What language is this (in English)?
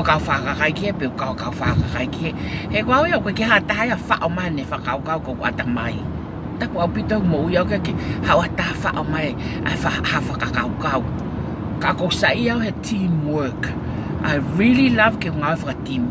Tongan